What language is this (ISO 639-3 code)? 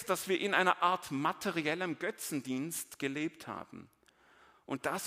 deu